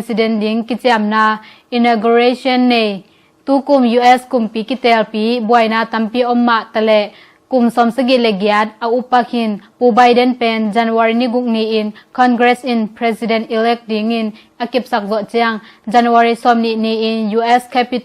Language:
Tedim Chin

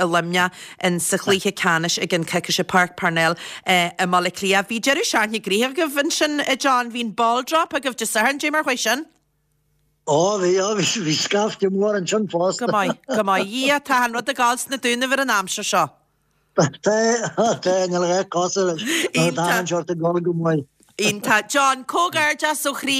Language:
Irish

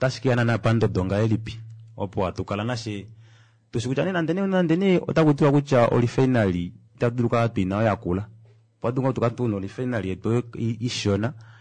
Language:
Kuanyama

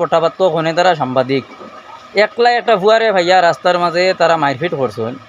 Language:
Sylheti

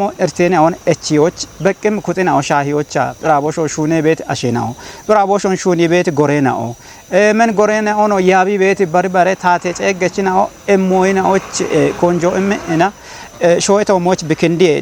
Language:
Kafa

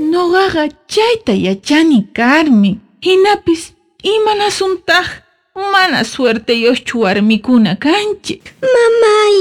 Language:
South Bolivian Quechua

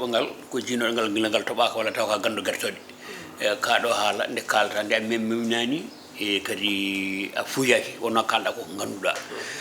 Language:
Fula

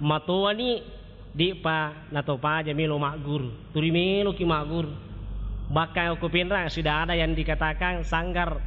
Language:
Buginese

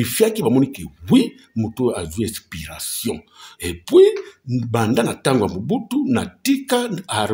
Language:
Lingala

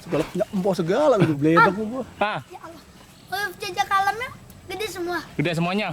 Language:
Betawi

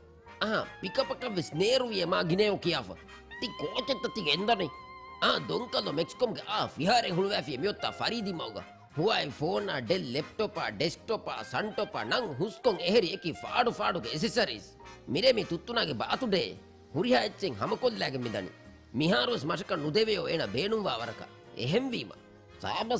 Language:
Divehi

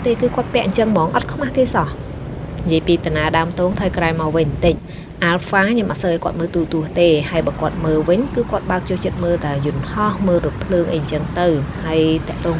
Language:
Khmer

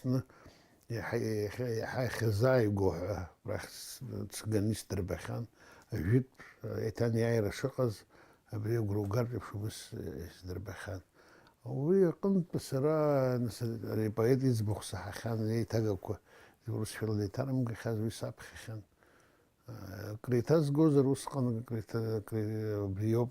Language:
Abkhazian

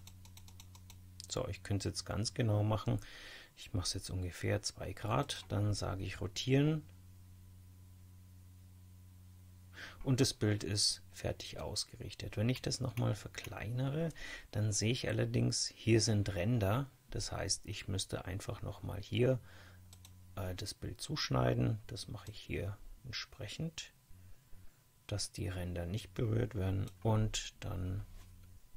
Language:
German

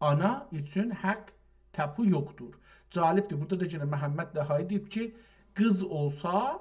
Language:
South Azerbaijani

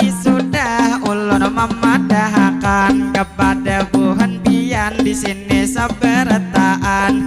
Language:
Banjar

